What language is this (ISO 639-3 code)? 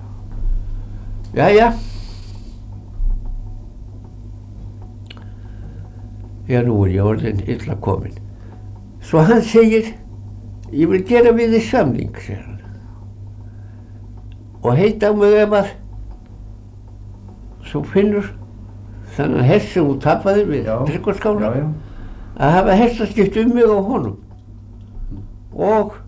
isl